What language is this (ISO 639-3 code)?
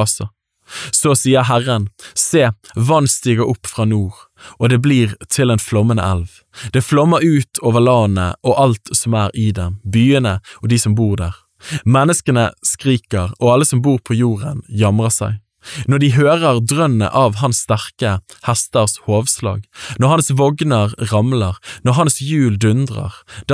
nor